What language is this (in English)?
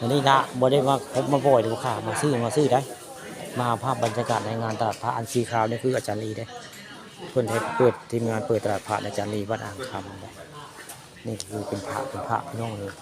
Northeastern Thai